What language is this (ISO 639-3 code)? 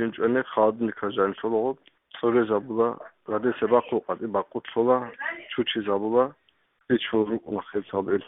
ava